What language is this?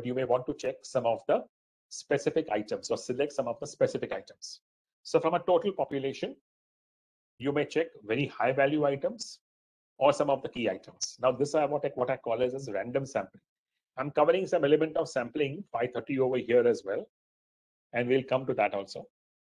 English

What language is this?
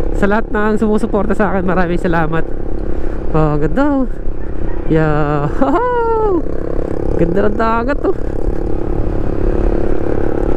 Filipino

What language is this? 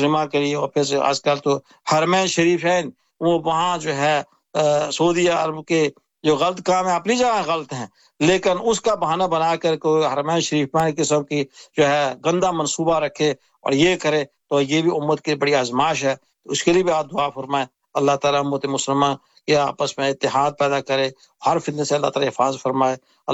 Urdu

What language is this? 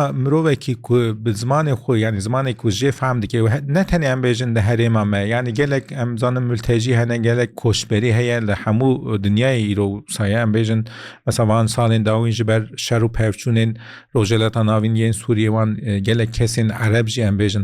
Kurdish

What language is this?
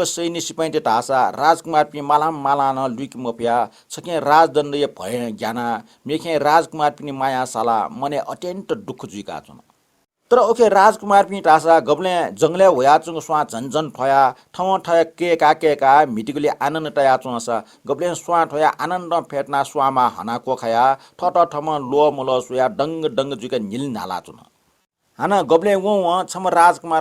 Newari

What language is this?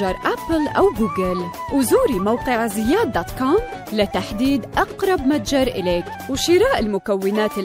Arabic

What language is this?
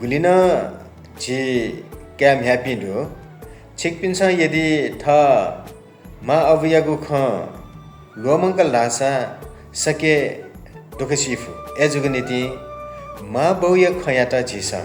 Newari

